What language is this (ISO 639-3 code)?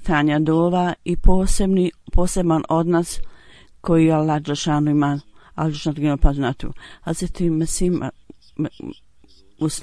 bos